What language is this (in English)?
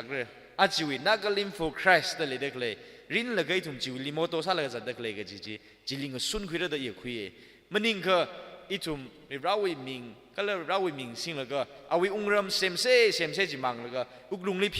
Tangkhul Naga (India)